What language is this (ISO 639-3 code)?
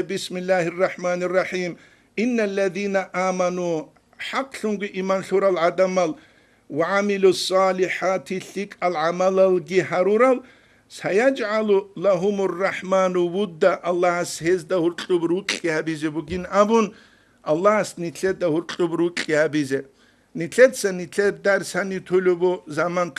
ava